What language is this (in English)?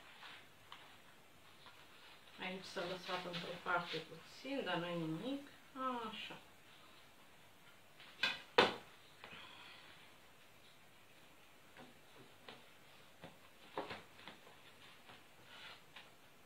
Romanian